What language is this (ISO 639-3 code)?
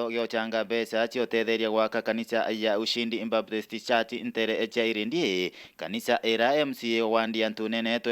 mer